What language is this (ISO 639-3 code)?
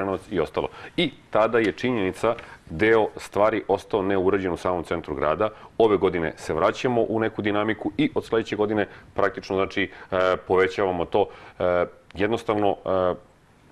srp